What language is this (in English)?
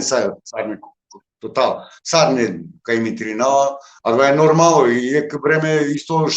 Balkan Romani